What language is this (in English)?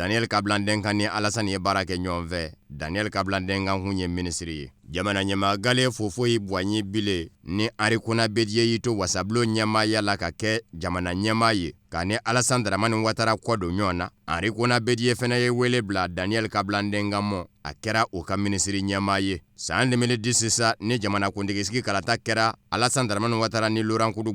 Bambara